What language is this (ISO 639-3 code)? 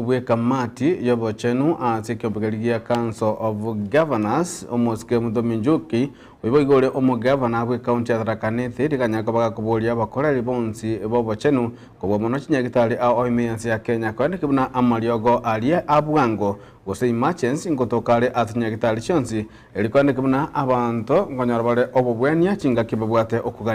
guz